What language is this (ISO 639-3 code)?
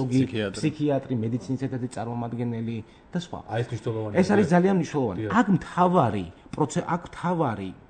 kat